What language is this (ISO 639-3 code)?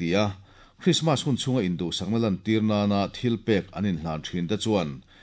lus